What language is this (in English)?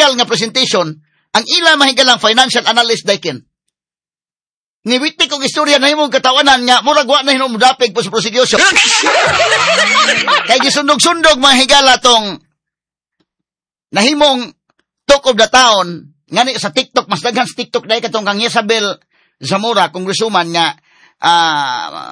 Cebuano